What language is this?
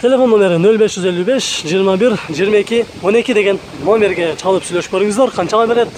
Kyrgyz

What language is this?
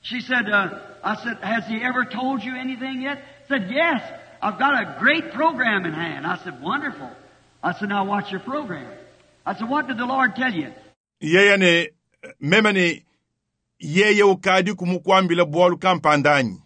Luba-Lulua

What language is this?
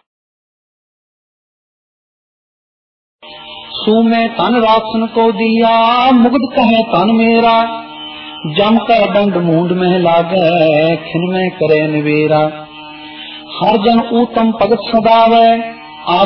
Punjabi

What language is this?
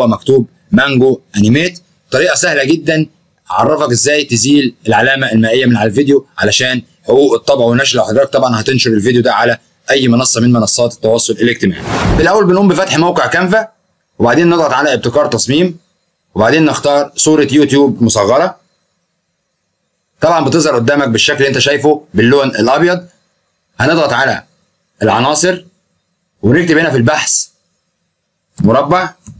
Egyptian Arabic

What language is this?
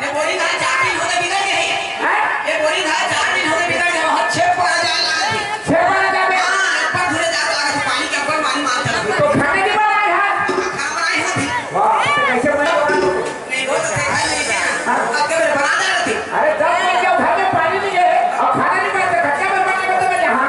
Chhattisgarhi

